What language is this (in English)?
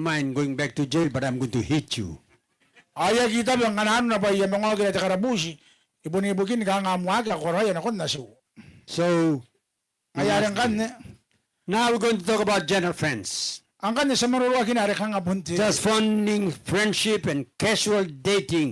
Gilbertese